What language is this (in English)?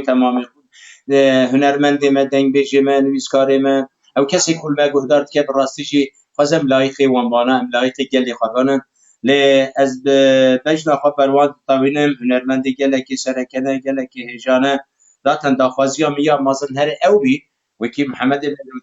Kurdish